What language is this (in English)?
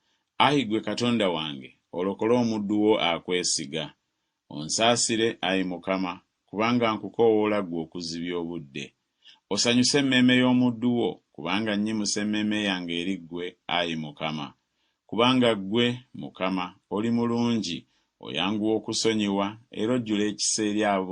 Ganda